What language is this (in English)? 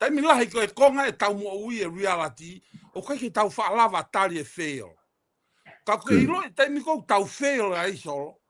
Tongan